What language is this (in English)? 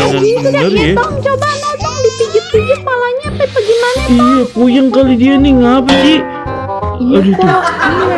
Betawi